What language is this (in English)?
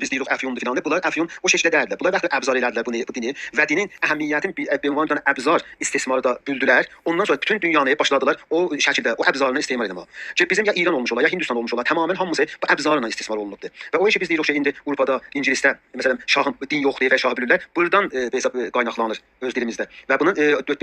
South Azerbaijani